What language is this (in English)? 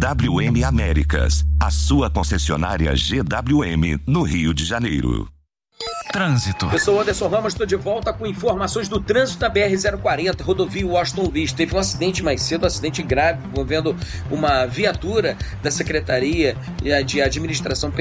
Portuguese